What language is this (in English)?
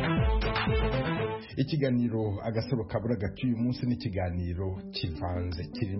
Kinyarwanda